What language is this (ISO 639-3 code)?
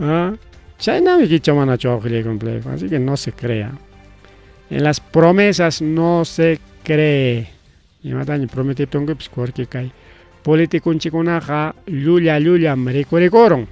quy